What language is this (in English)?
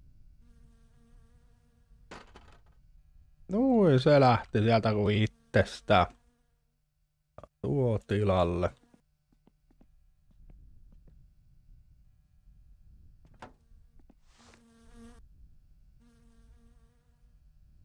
Finnish